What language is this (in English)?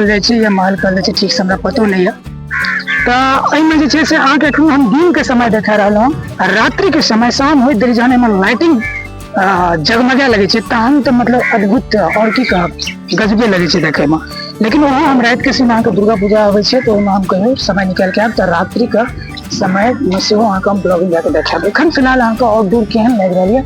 Maithili